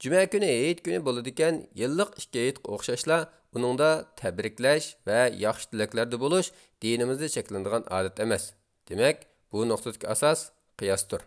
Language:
Uyghur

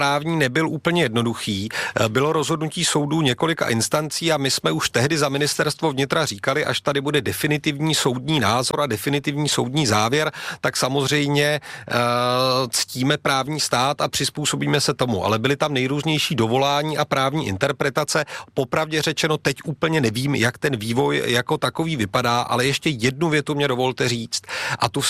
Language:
Czech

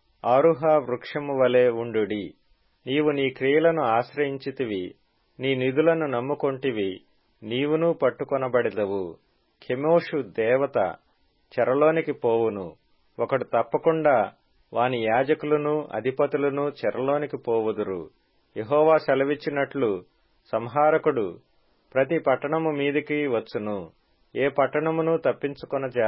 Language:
Telugu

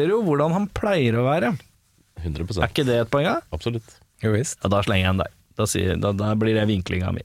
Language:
Norwegian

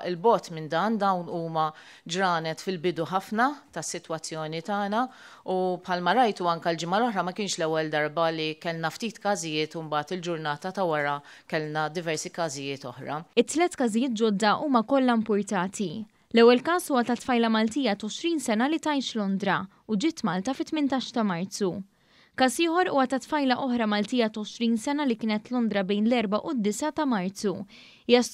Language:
Maltese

